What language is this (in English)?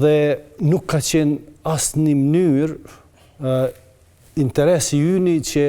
Albanian